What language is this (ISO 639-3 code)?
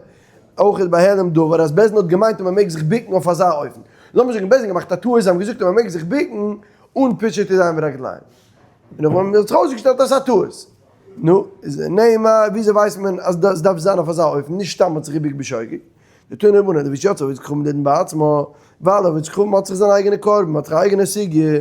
yid